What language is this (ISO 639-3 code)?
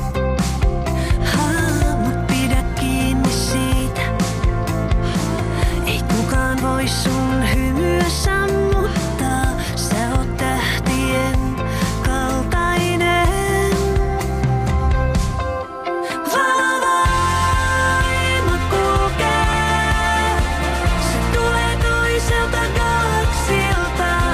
fin